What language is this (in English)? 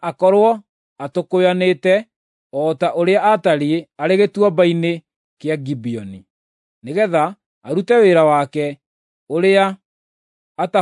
Kikuyu